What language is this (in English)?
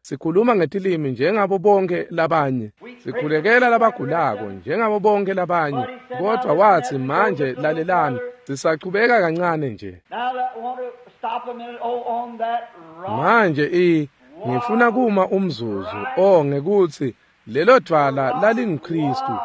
Swati